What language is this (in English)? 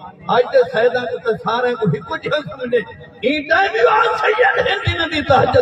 Saraiki